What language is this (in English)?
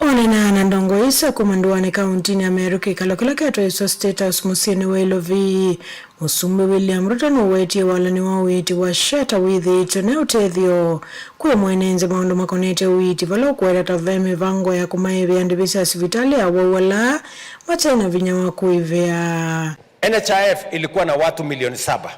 Kamba